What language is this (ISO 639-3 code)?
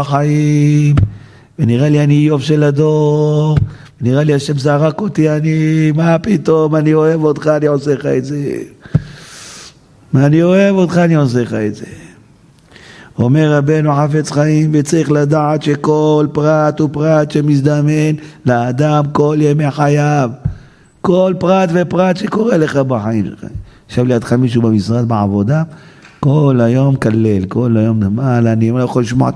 heb